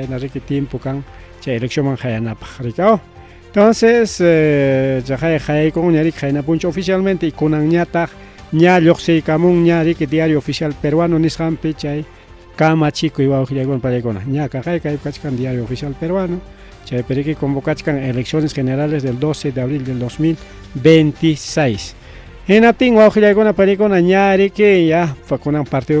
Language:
Ayacucho Quechua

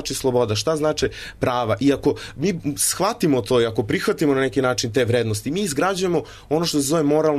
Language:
Serbian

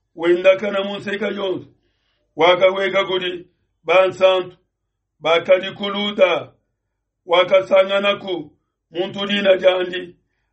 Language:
Luba-Lulua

